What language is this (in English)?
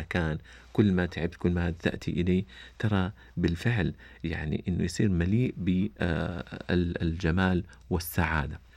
Najdi Arabic